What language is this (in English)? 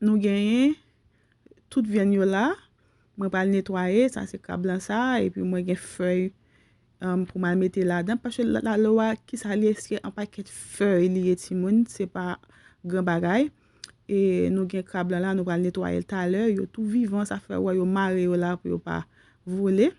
Haitian Creole